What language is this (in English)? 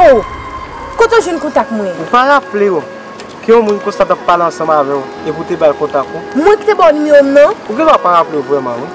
Haitian Creole